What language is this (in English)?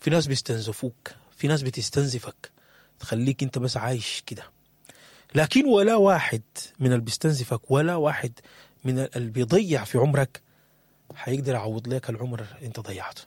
Sudanese Arabic